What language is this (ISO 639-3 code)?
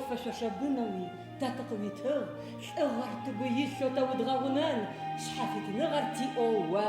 ady